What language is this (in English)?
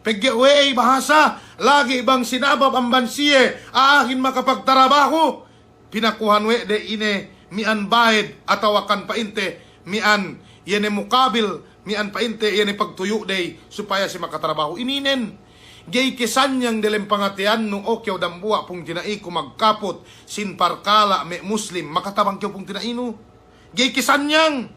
Yakan